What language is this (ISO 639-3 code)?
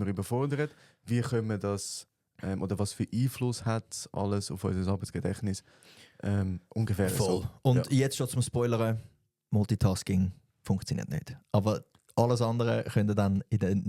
gsw